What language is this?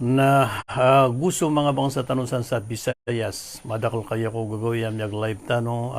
Maranao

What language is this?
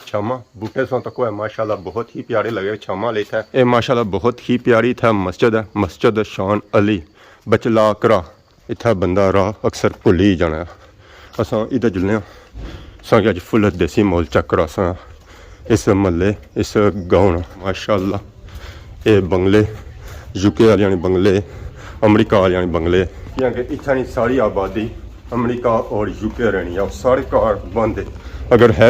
Pahari-Potwari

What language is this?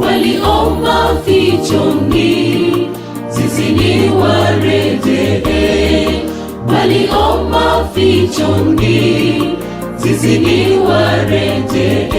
Gusii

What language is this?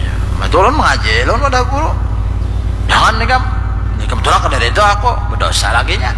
Banjar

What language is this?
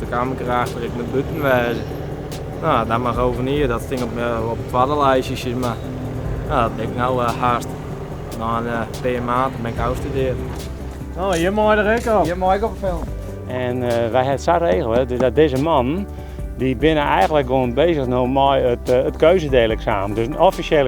Western Frisian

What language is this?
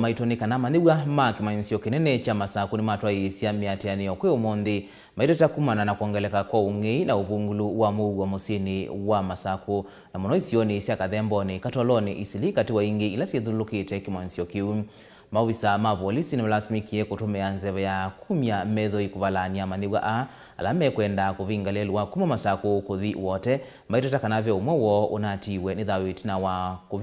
Kamba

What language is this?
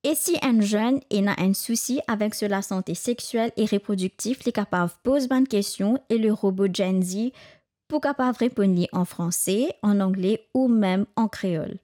Morisyen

